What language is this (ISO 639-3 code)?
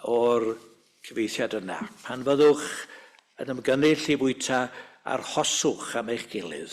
cym